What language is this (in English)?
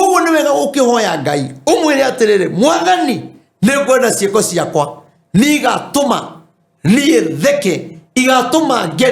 Kikuyu